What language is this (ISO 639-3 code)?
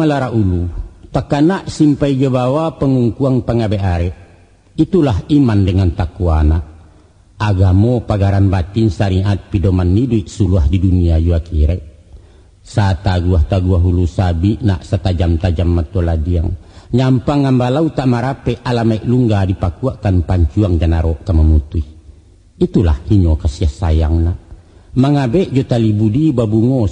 min